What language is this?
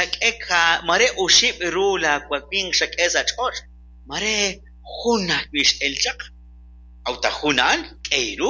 Kekchí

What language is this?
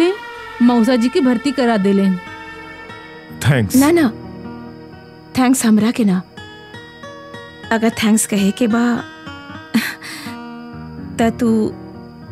Bhojpuri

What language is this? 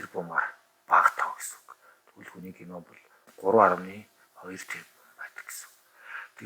Mongolian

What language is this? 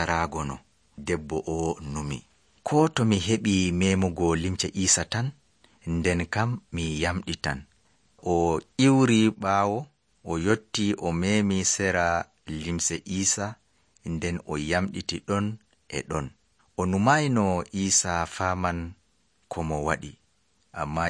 Nigerian Fulfulde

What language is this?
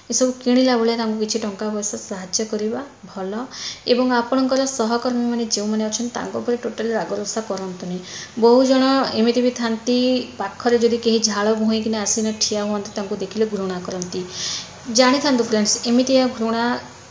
Odia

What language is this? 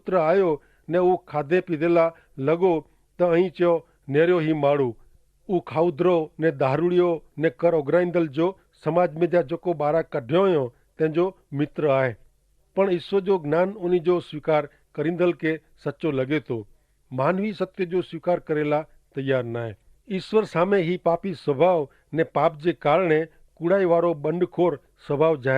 Kachhi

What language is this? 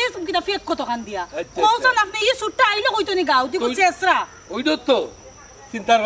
Sylheti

